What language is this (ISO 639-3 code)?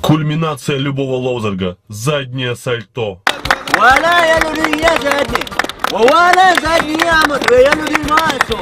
che